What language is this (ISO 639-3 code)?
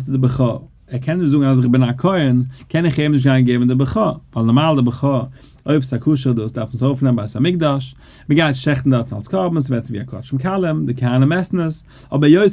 yid